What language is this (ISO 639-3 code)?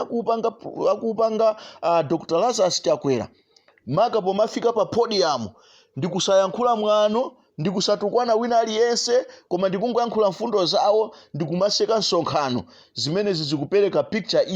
nya